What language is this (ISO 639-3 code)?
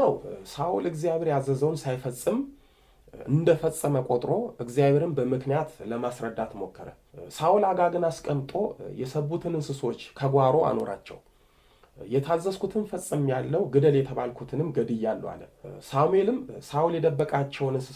amh